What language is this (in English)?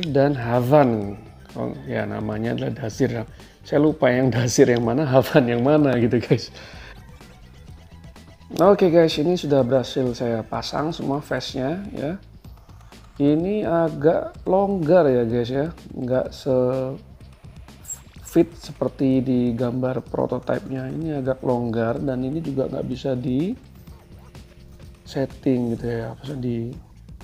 Indonesian